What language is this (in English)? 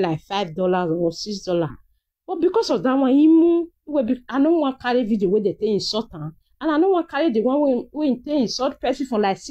Nigerian Pidgin